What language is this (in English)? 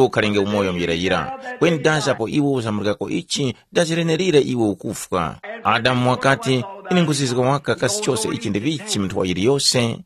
Tumbuka